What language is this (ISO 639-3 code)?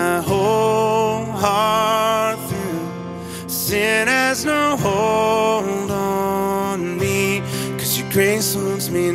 eng